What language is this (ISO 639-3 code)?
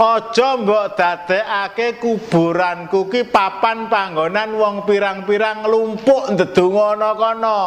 jav